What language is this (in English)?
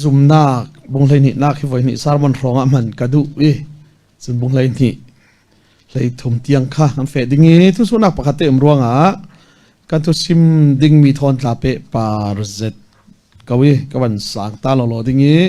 Falam Chin